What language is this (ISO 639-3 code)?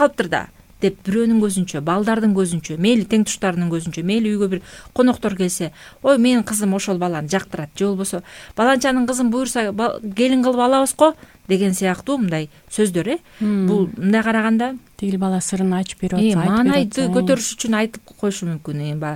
kir